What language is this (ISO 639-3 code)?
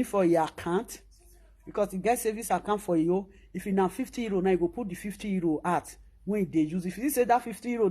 pcm